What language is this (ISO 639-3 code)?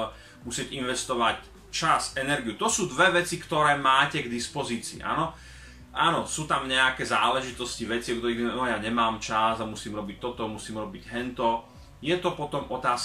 slk